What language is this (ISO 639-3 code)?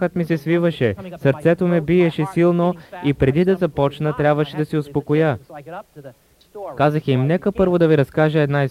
bul